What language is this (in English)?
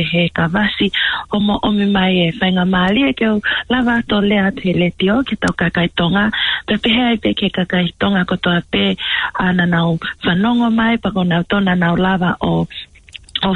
Tongan